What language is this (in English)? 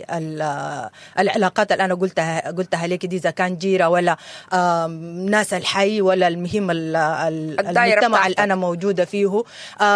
Sudanese Arabic